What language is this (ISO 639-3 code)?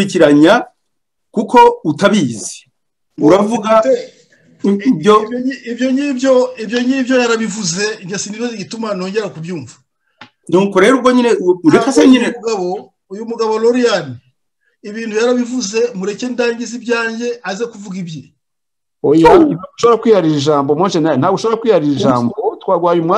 kin